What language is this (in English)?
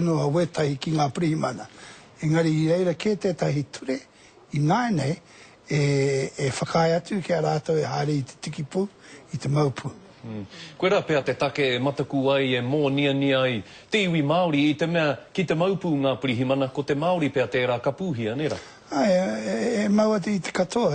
Māori